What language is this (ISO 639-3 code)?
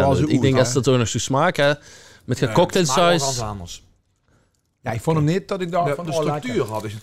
lim